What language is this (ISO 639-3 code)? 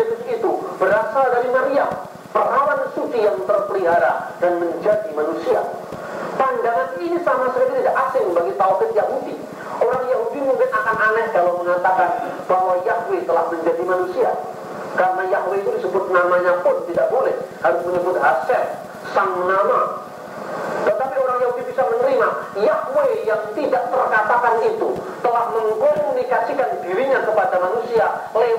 ind